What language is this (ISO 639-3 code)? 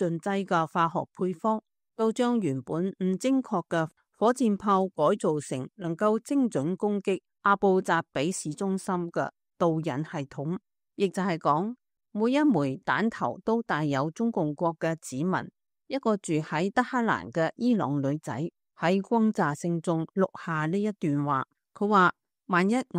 yue